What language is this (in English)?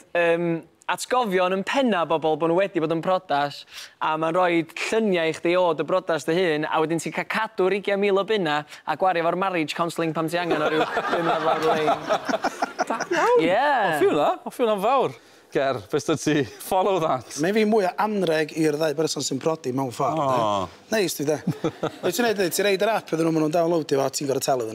Welsh